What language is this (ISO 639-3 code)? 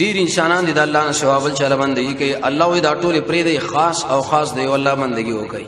pus